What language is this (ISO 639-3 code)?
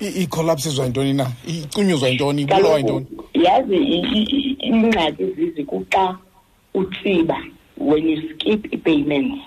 xho